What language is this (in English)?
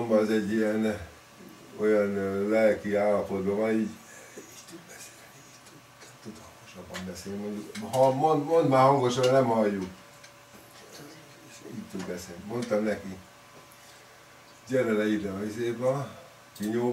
Hungarian